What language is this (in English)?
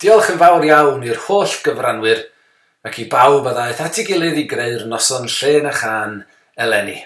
Welsh